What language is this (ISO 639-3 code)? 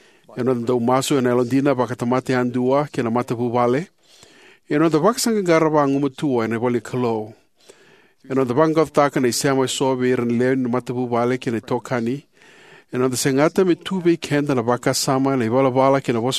fij